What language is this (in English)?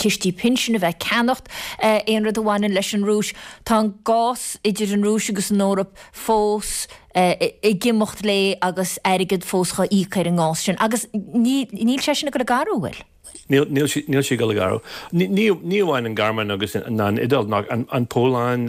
Irish